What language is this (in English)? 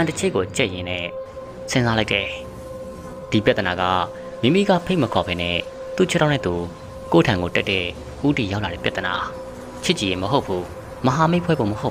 Burmese